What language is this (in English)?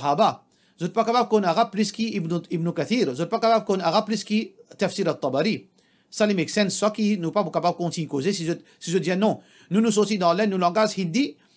Morisyen